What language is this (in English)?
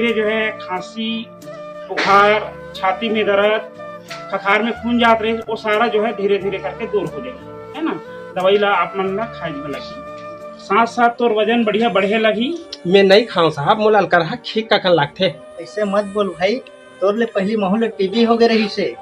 Chhattisgarhi